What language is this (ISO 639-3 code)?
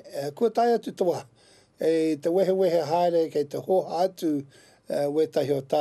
mri